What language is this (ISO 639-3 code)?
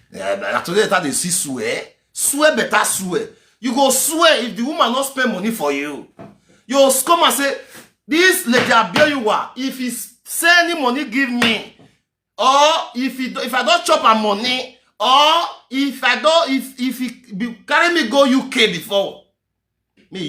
pcm